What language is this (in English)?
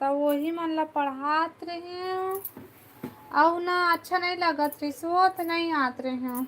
Chhattisgarhi